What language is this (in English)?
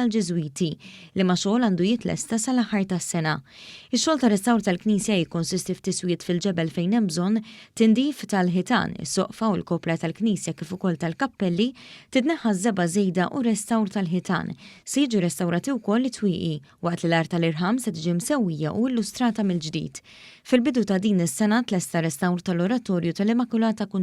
Maltese